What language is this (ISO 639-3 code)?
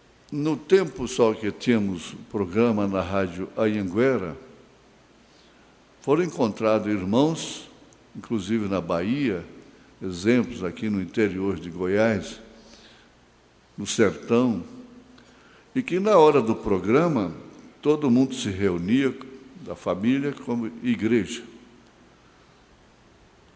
por